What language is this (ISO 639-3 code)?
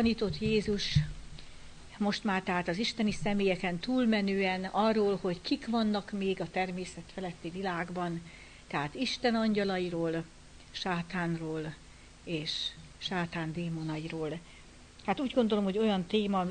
hun